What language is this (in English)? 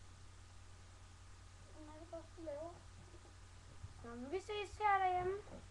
Danish